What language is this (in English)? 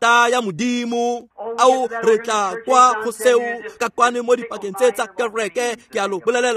Tswana